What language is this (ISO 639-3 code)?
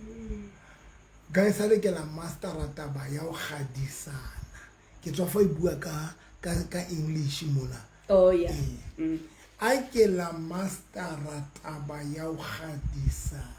sot